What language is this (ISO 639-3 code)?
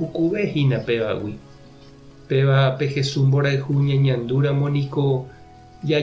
grn